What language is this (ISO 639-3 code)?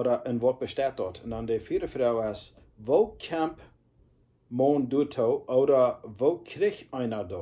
pdt